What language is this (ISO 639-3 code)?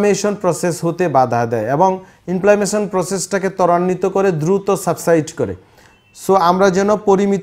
ben